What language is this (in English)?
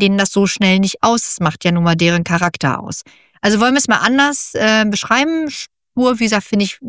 German